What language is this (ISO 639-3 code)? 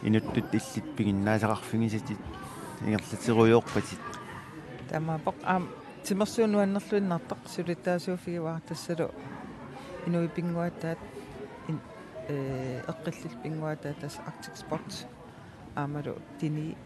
kal